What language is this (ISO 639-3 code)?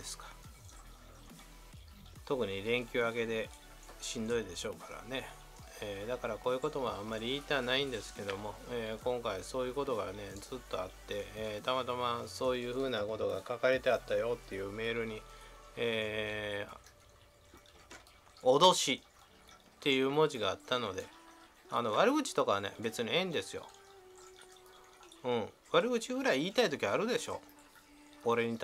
jpn